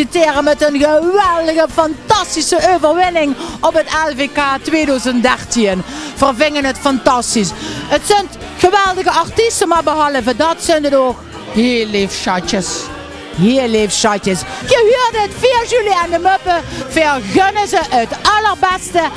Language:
Limburgish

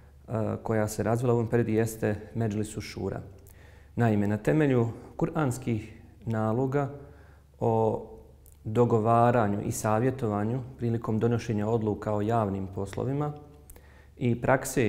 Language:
Bosnian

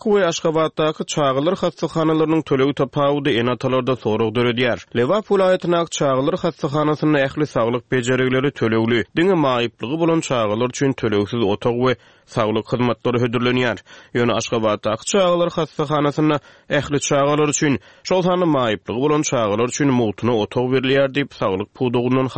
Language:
Turkmen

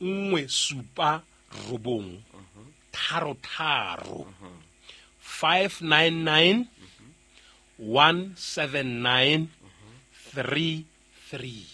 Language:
Southern Sotho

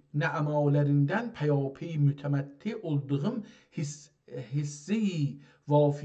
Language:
South Azerbaijani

